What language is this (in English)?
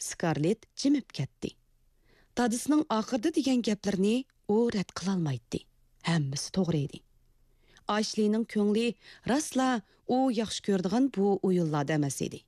Uyghur